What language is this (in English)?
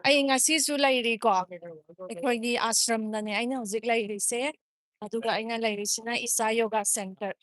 Manipuri